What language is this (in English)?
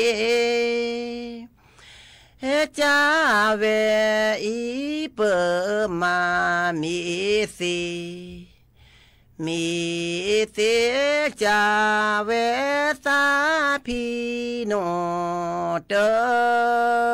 S'gaw Karen